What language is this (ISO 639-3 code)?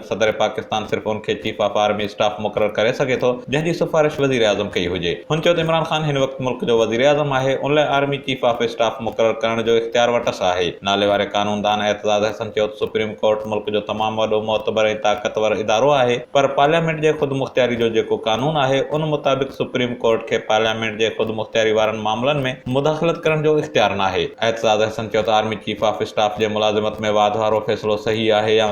snd